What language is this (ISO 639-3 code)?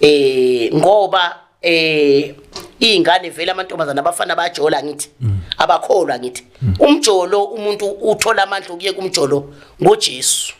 zul